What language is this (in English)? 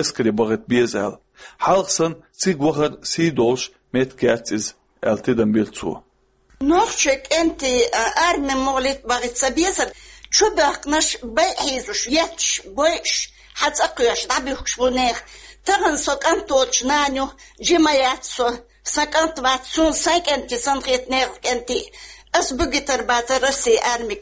Chechen